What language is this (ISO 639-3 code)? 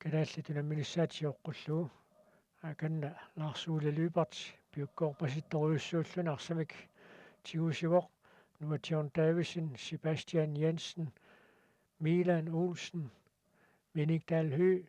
kal